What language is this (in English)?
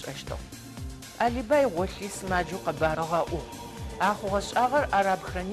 Adyghe